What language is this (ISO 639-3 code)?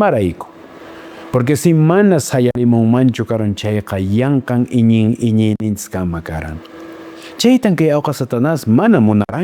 que